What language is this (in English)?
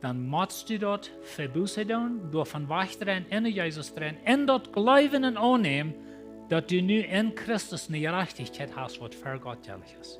Plautdietsch